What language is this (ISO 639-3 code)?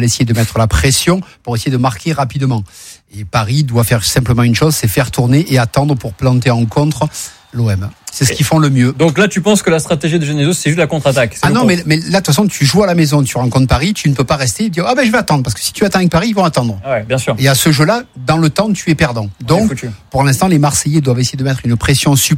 fra